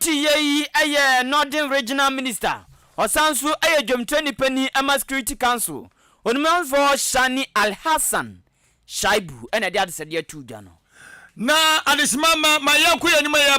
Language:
Akan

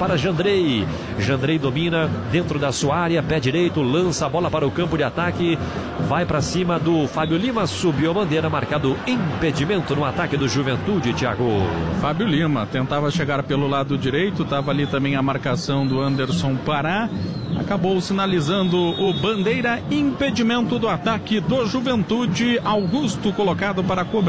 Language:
Portuguese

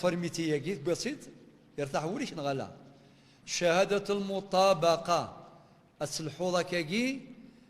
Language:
Kabyle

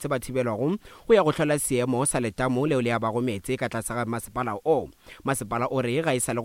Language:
Northern Sotho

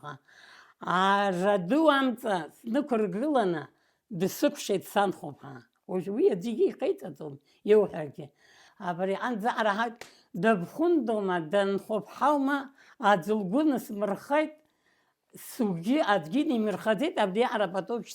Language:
Abkhazian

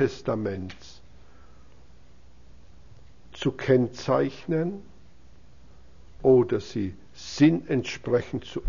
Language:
German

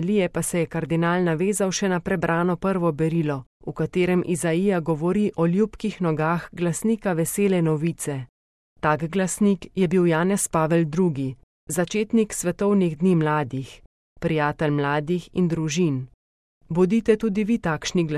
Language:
Slovenian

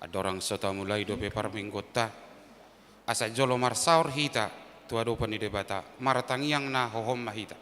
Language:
Batak Toba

